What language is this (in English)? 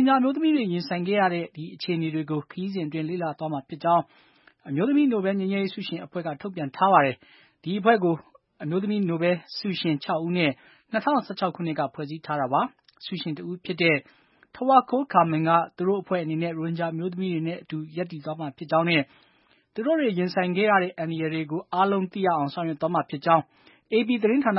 Burmese